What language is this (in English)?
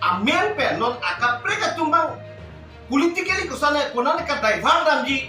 Karbi